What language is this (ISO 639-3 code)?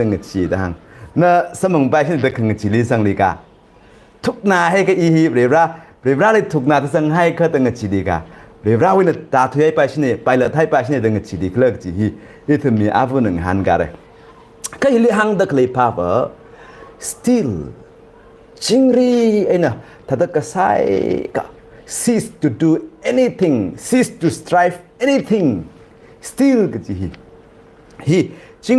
nmf